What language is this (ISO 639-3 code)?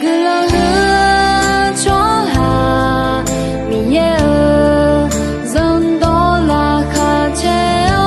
ahk